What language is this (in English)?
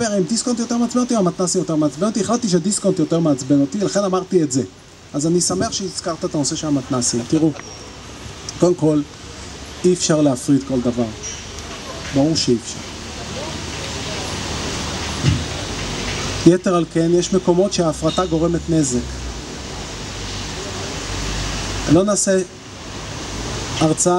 Hebrew